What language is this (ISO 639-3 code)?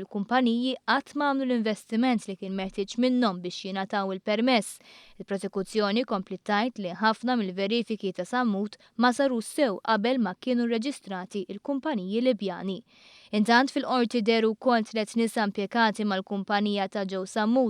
mlt